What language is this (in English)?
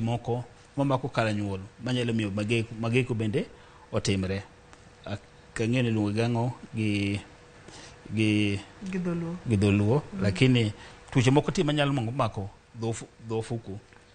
Luo (Kenya and Tanzania)